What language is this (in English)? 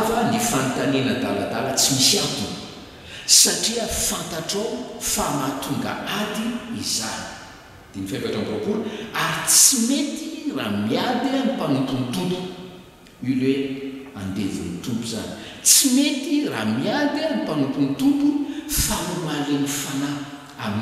Malagasy